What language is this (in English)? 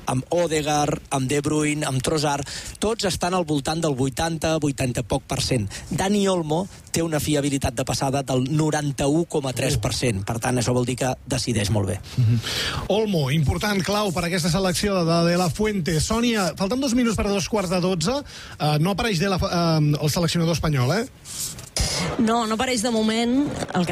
Catalan